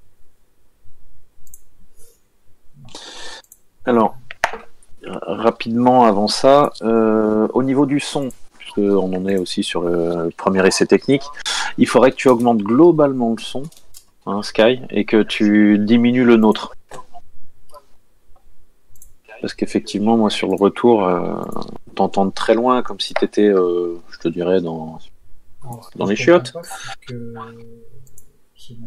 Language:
French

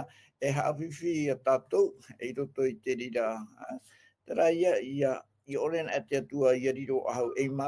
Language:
Tahitian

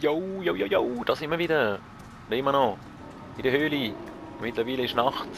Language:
Swiss German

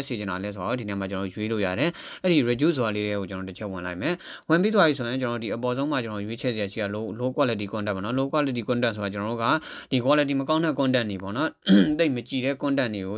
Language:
Burmese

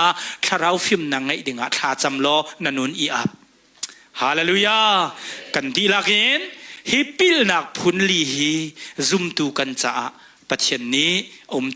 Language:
Hakha Chin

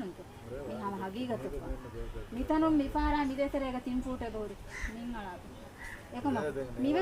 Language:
Divehi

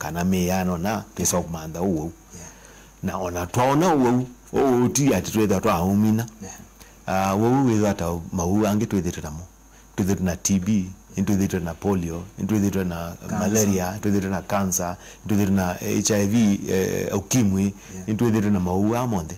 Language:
Kamba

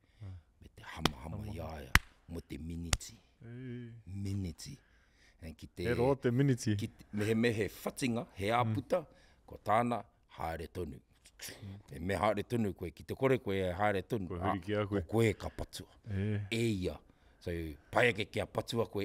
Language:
Māori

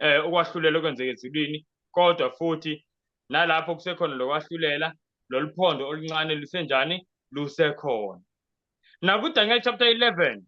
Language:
Zulu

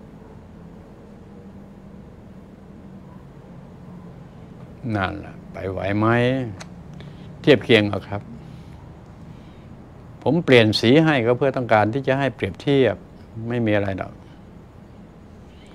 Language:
Thai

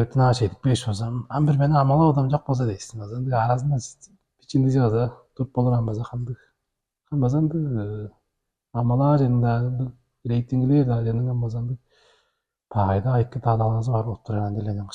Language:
Tuvinian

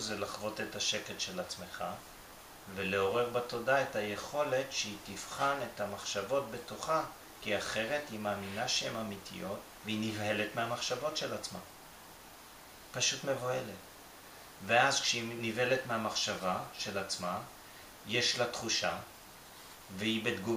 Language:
Hebrew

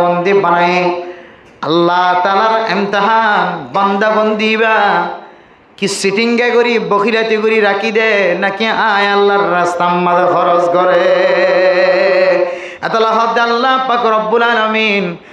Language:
Rohingya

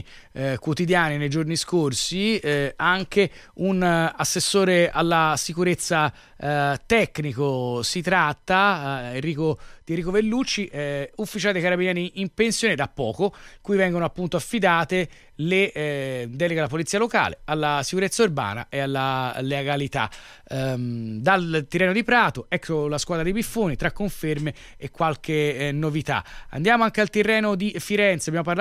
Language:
Italian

